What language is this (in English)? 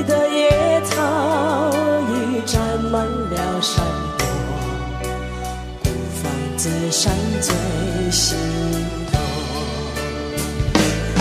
Chinese